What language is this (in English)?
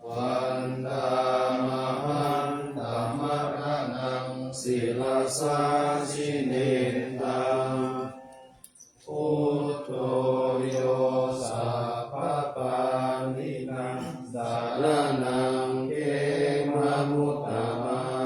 Pali